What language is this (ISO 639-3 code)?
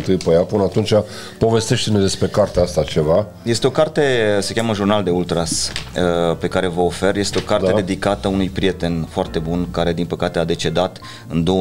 ron